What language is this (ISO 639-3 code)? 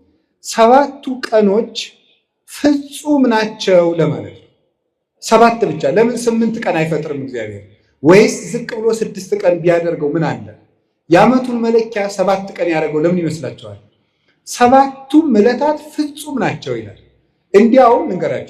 amh